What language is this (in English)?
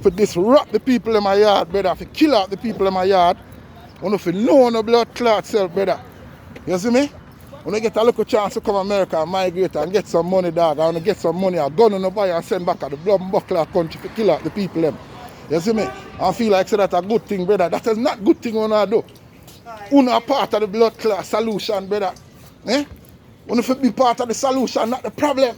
Jamaican Creole English